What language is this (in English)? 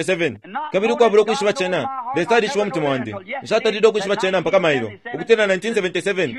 Bemba